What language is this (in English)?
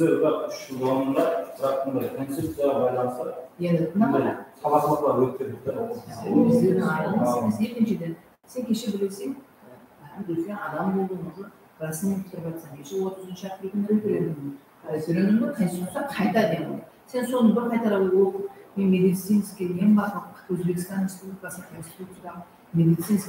Kara-Kalpak